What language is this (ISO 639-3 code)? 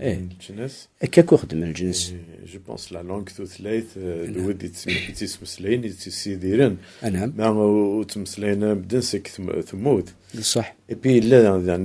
kab